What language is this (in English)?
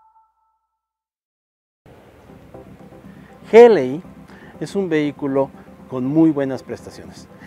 Spanish